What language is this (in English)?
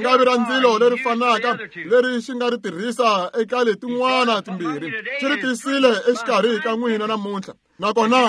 Tsonga